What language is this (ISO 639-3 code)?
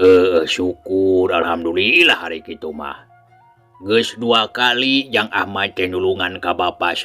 sun